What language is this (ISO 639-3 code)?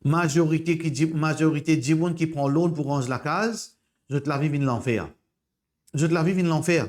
mfe